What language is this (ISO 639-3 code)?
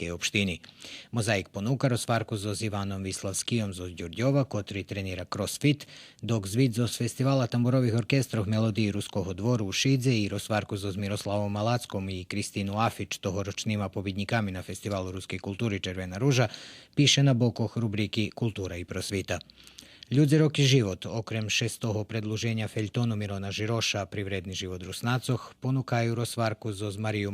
rue